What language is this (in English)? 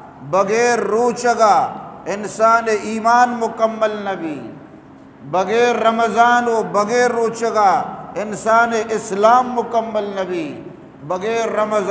Eastern Balochi